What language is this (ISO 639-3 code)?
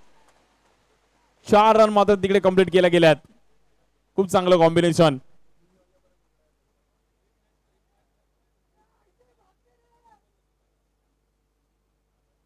mar